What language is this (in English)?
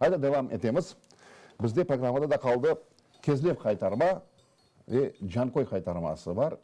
Crimean Tatar